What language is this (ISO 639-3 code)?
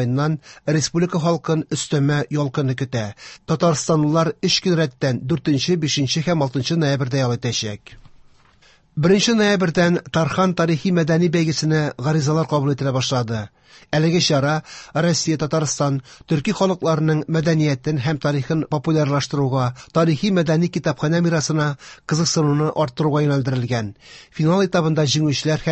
tat